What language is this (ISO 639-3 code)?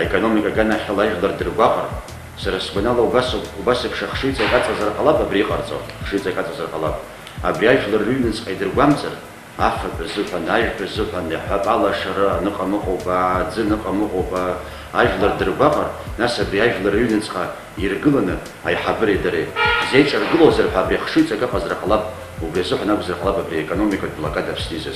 abk